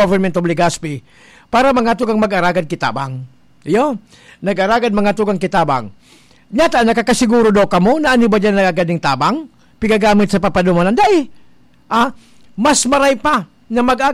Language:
Bikol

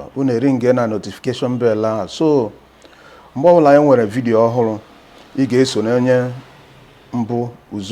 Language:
Igbo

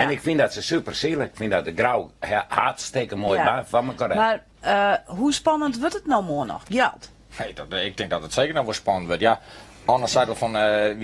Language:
Western Frisian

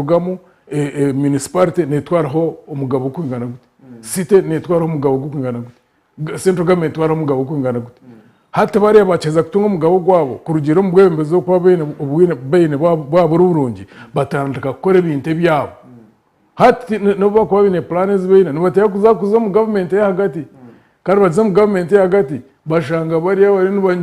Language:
Nyankole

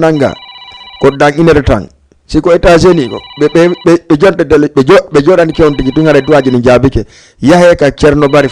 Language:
Fula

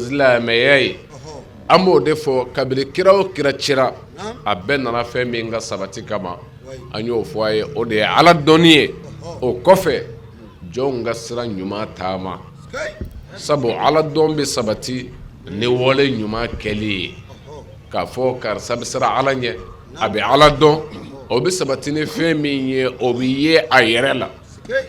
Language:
Bambara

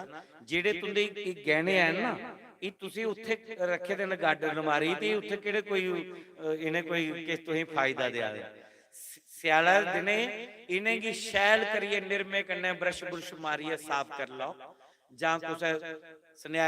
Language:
Dogri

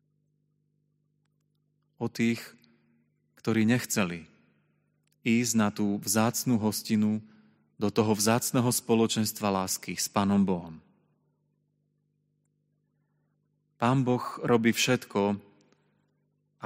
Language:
Slovak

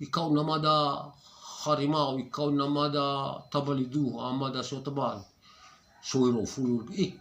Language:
Nias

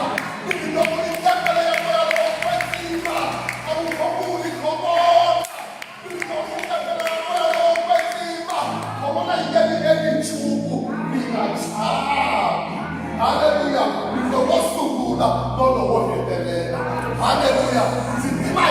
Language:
Tsonga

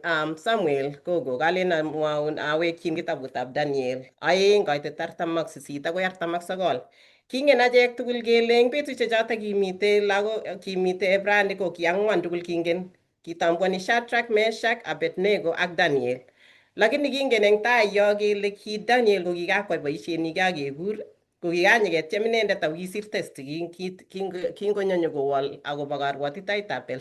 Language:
Kalenjin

